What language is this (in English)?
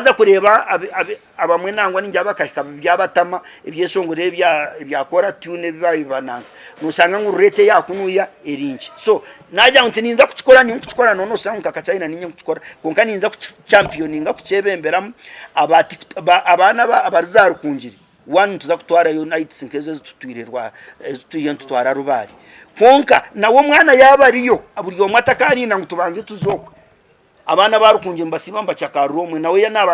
Nyankole